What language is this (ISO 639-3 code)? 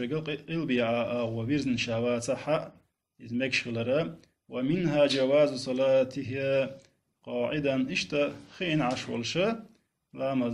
che